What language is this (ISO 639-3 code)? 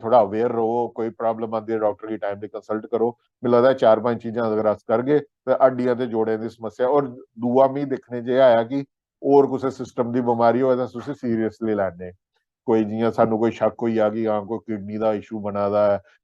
doi